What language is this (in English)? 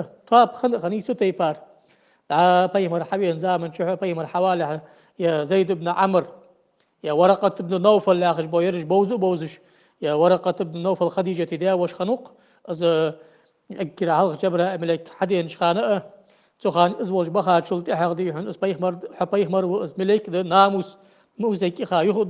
Ingush